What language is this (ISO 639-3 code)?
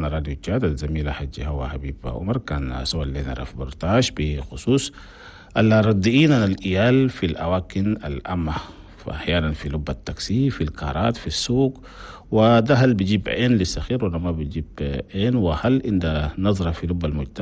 shu